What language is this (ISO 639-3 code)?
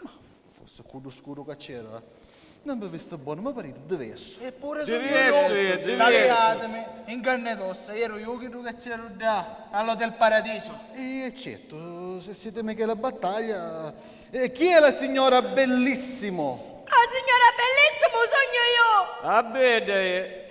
scn